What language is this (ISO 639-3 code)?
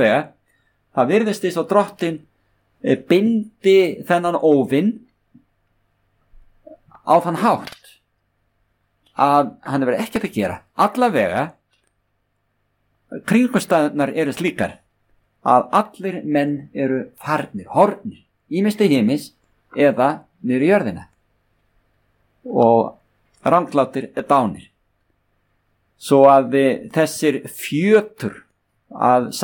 isl